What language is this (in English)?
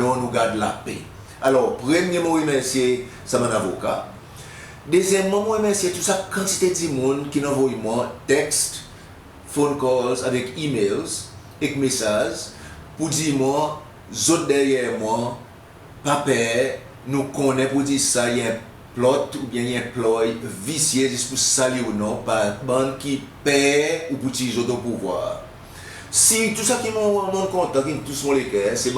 Seselwa Creole French